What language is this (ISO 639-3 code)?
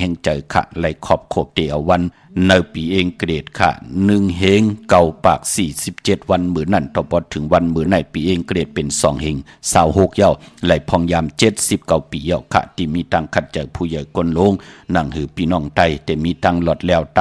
shn